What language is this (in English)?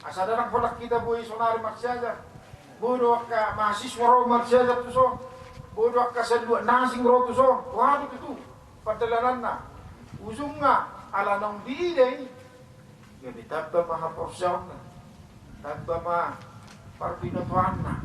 Batak Toba